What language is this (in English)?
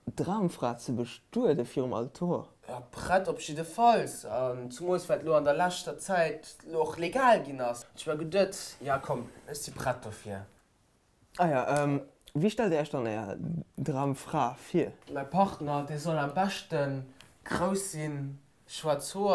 Luxembourgish